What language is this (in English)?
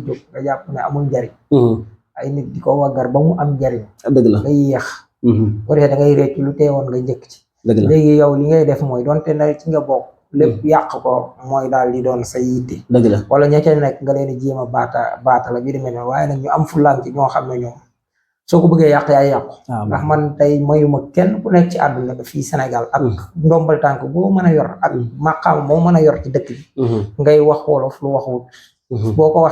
Wolof